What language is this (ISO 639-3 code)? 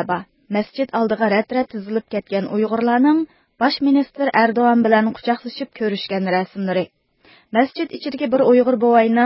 uig